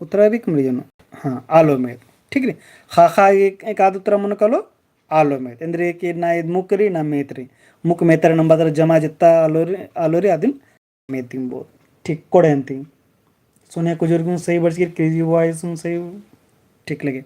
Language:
Kurukh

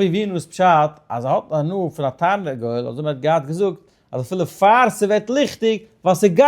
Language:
Yiddish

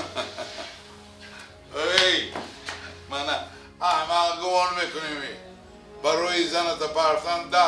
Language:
Tajik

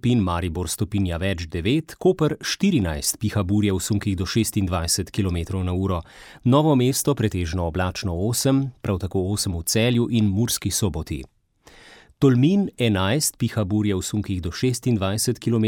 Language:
Slovenian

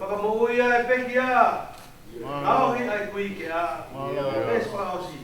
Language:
Tongan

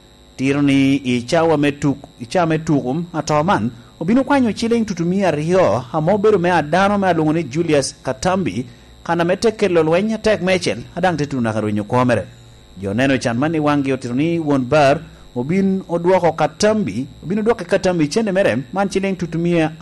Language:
Lango (Uganda)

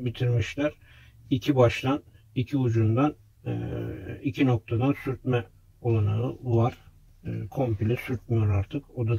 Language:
Turkish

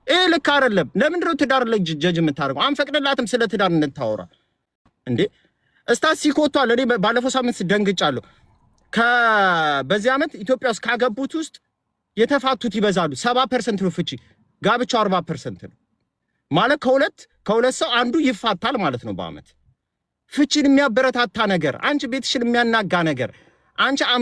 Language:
Amharic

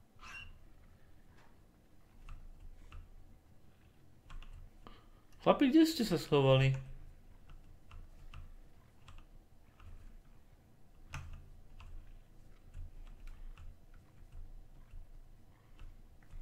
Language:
Slovak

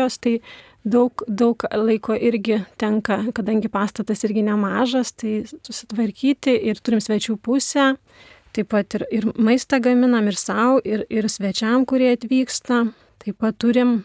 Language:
Lithuanian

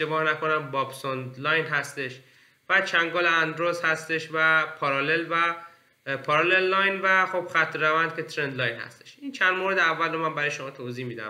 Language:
Persian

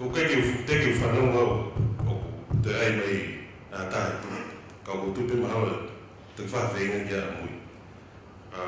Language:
Tongan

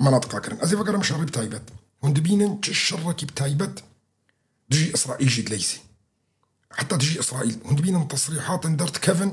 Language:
Kurdish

